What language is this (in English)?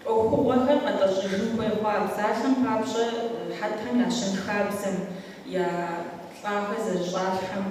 Kabardian